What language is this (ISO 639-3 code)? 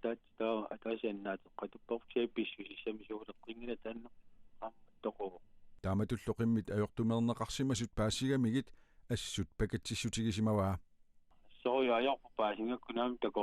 kal